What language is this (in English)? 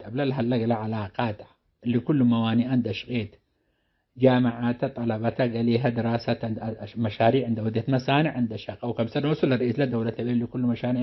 Tigre